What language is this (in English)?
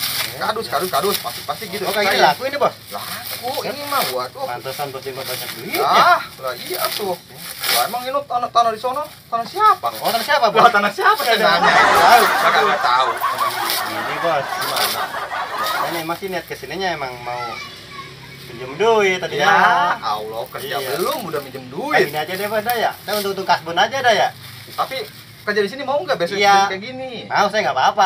Betawi